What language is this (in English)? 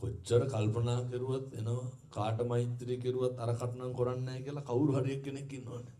Sinhala